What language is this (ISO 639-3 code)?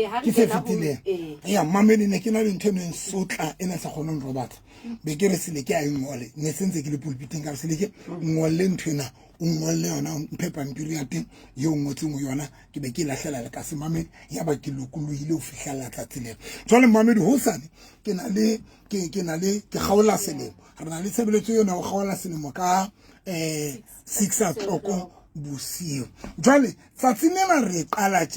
sot